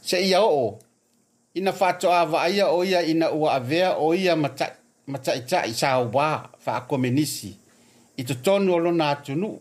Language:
Samoan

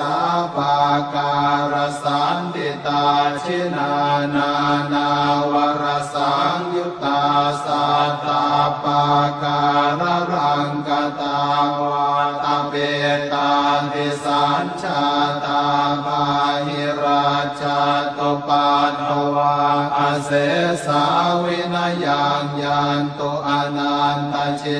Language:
Pali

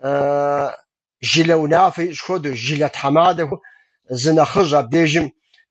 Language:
Kabardian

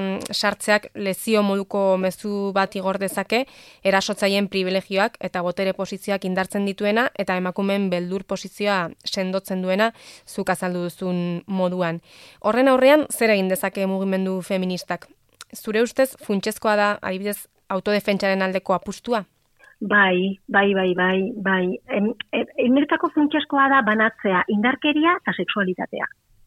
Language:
Basque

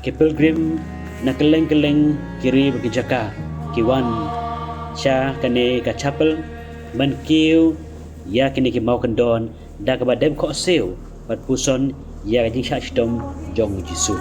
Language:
Khasi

